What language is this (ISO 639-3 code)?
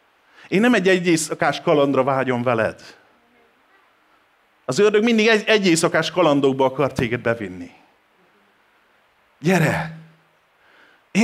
hun